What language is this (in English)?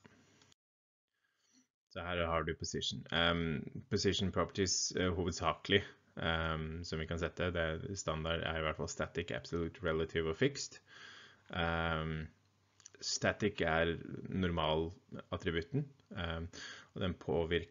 Norwegian